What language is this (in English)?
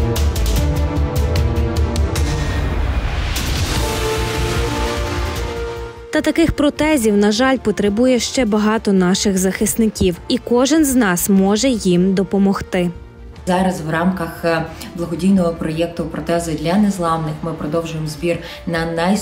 Ukrainian